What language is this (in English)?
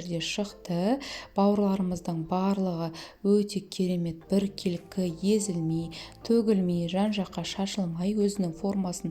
Kazakh